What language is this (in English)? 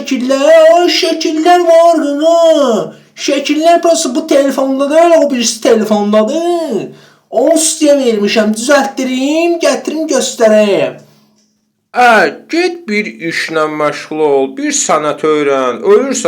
Azerbaijani